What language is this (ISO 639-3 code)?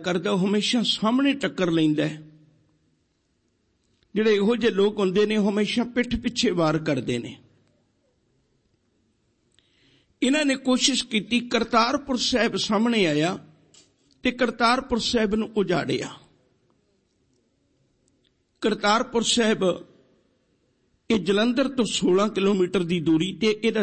pan